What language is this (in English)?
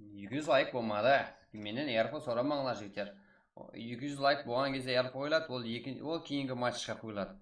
Kara-Kalpak